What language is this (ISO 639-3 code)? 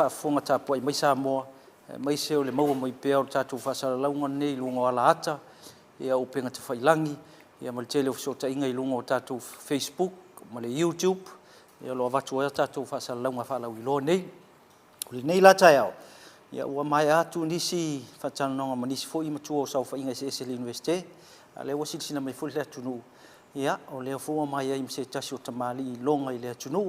smo